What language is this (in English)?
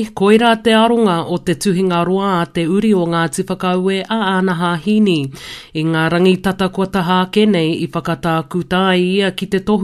Māori